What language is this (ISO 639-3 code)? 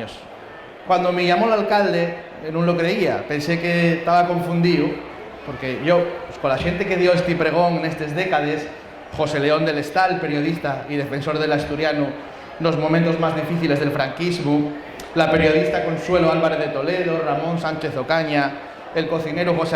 ast